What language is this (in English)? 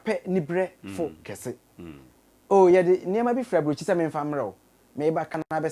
Akan